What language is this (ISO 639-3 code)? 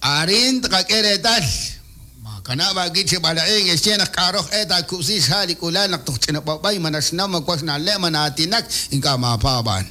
kek